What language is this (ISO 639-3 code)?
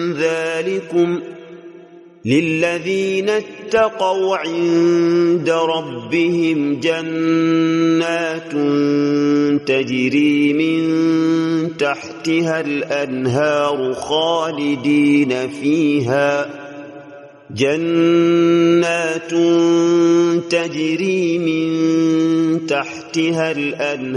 ara